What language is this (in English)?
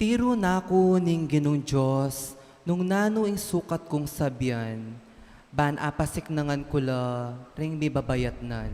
Pampanga